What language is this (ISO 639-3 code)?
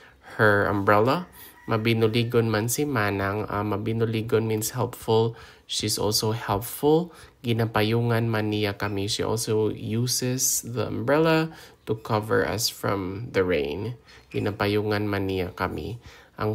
hil